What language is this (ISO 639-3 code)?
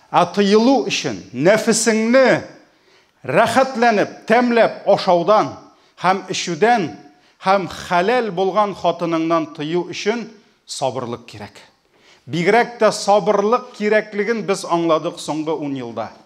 tat